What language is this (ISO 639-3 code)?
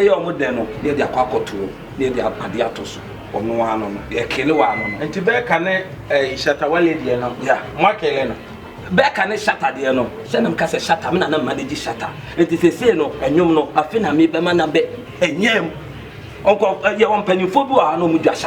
aka